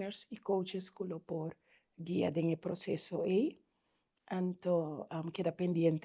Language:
Papiamento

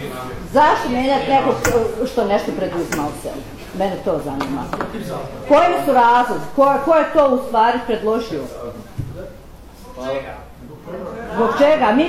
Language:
Bosnian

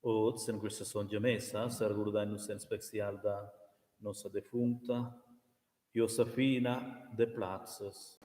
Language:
Romansh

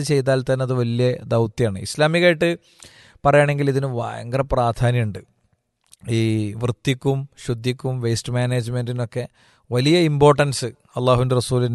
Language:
Malayalam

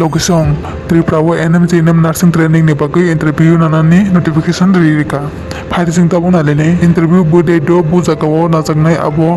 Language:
Kok Borok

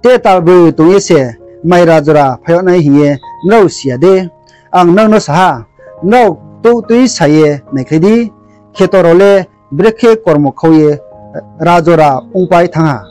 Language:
Riang (India)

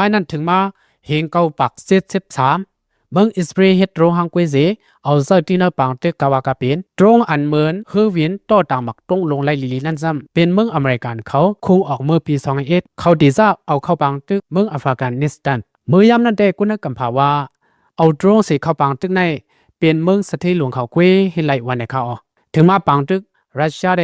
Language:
Shan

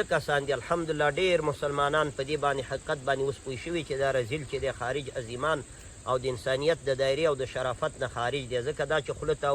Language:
Pashto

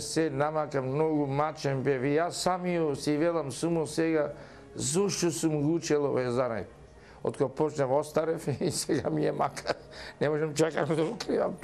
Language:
Macedonian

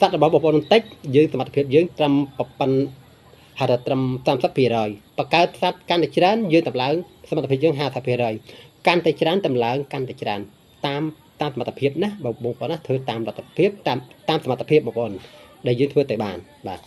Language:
Khmer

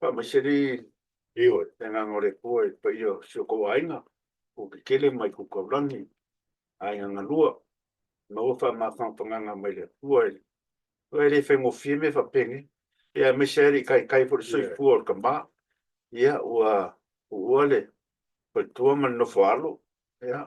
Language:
Samoan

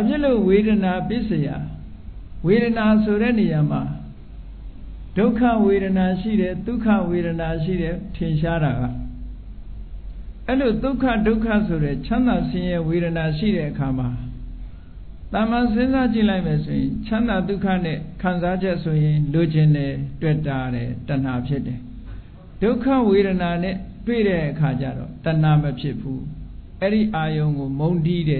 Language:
Burmese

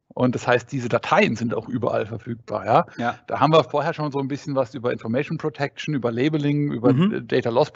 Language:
German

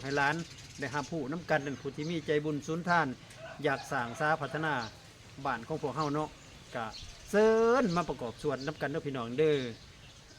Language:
Lao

